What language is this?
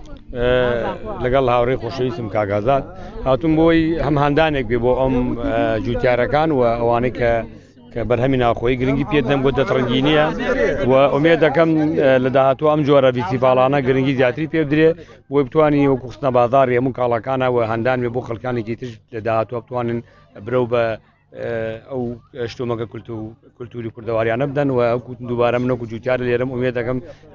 Central Kurdish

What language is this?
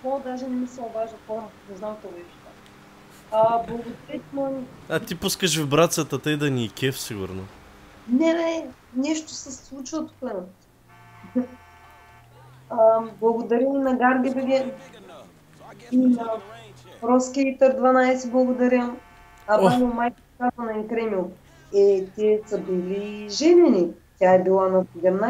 Bulgarian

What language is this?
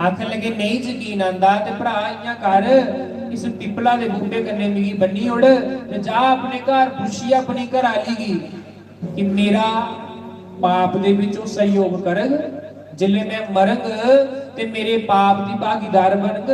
Dogri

